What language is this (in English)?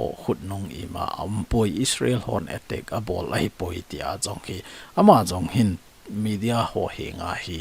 Thado Chin